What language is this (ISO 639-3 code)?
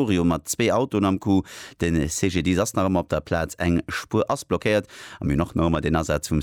ltz